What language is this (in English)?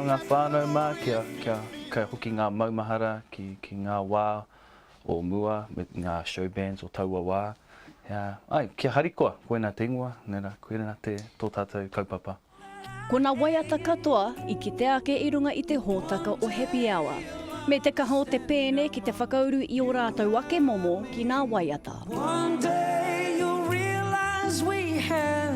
Māori